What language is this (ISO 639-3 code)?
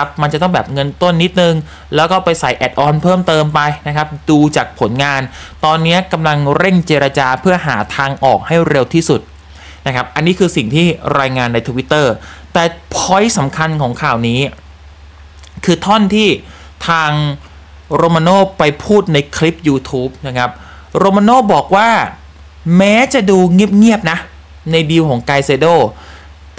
tha